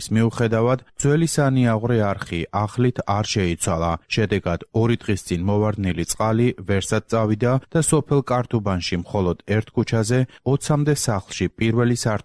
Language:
Georgian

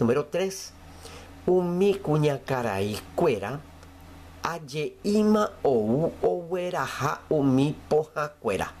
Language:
Guarani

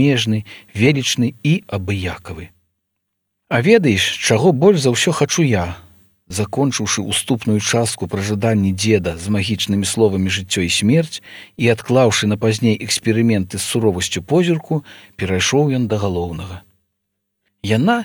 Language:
Belarusian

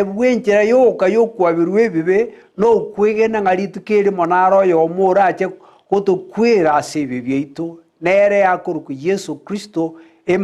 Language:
Gusii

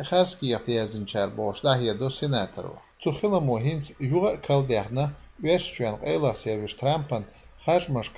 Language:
Chechen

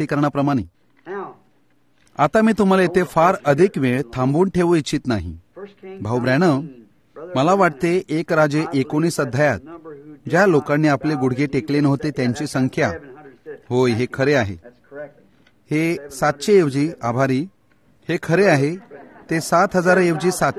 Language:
Marathi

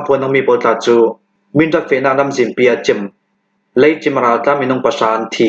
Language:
Hakha Chin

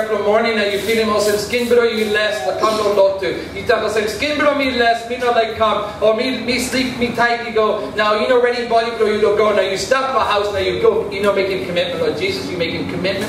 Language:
Tok Pisin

